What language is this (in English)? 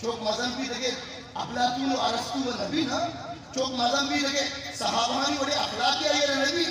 Eastern Balochi